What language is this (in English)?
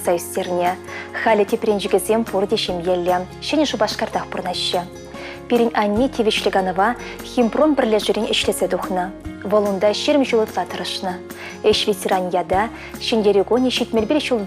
Chuvash